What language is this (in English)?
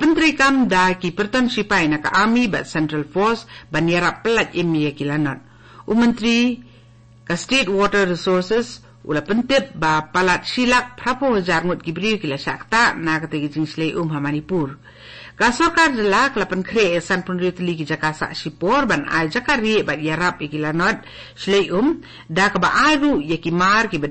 Khasi